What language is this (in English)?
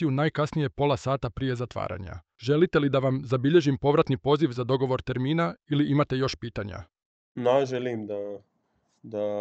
Serbian